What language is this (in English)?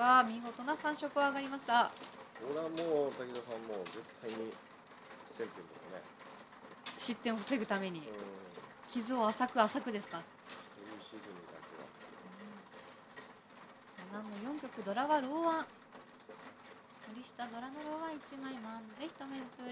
Japanese